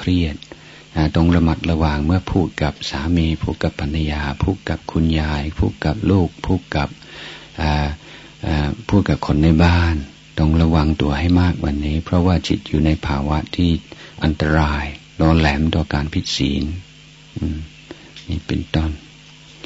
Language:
Thai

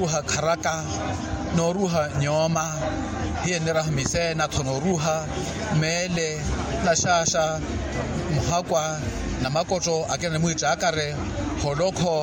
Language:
Makhuwa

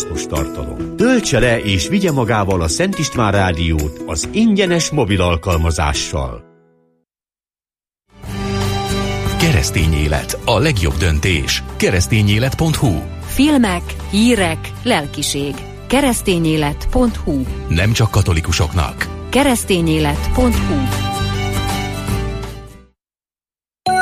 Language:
Hungarian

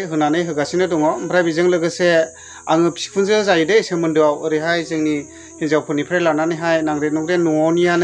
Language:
Bodo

